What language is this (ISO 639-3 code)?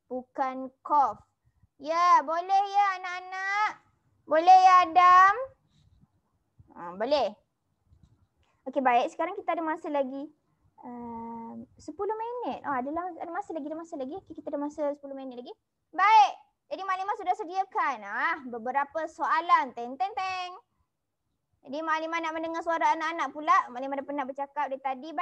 msa